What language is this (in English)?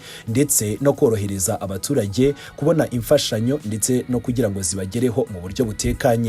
Kinyarwanda